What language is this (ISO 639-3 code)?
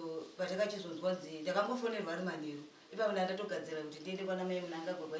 sna